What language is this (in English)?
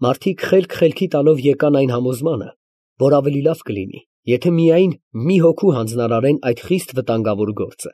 Armenian